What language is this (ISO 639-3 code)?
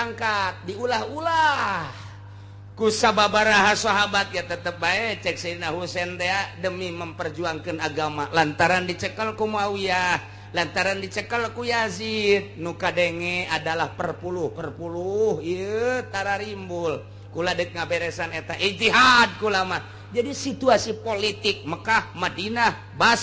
sun